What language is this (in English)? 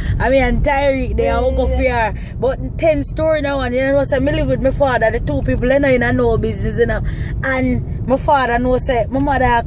Jamaican Creole English